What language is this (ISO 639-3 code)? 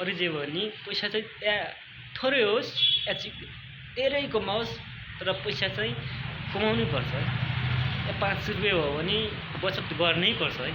nep